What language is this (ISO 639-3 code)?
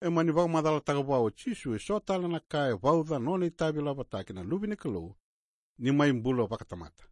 fij